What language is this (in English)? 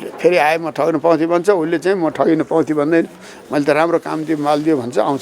Nepali